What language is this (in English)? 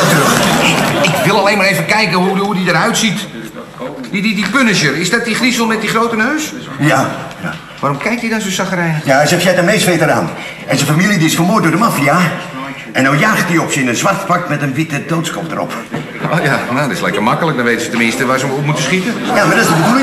Dutch